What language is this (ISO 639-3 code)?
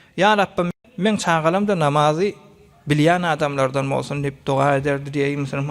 tuk